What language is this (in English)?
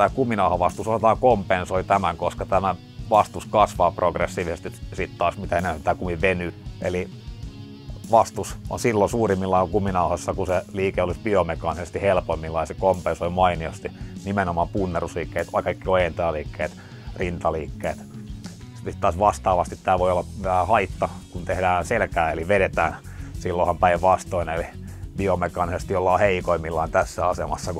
Finnish